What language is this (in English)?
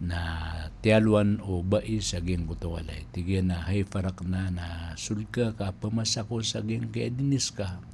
Maranao